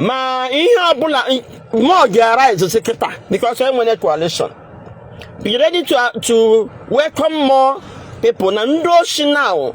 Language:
Igbo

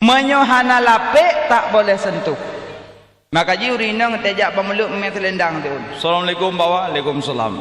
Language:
Achinese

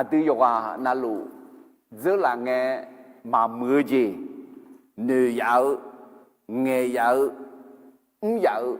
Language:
Akha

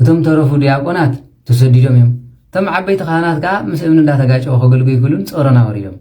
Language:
Tigrinya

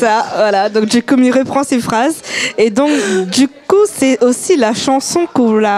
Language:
Réunion Creole French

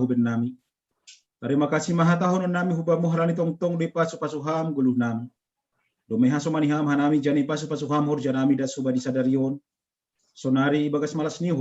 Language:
Batak Simalungun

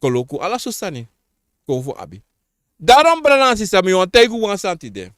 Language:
Sranan Tongo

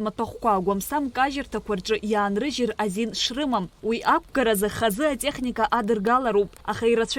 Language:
Abkhazian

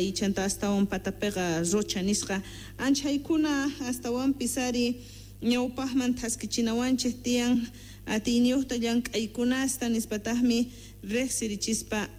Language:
South Bolivian Quechua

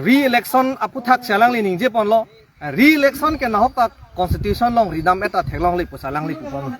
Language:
Karbi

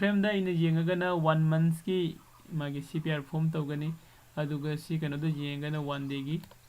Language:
Manipuri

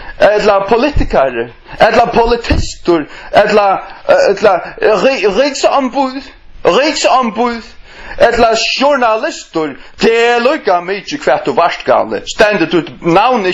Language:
Faroese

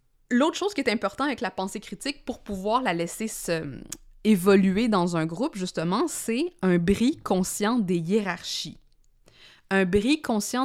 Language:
French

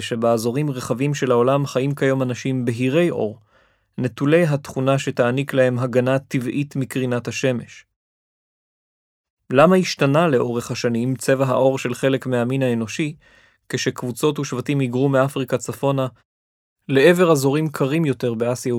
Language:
Hebrew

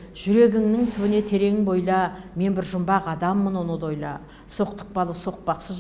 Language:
Kazakh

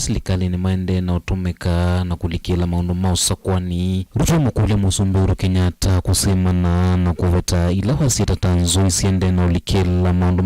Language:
Kamba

